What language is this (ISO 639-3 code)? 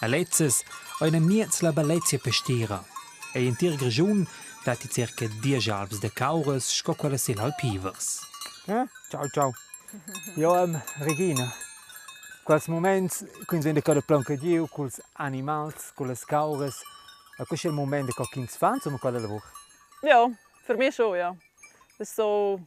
roh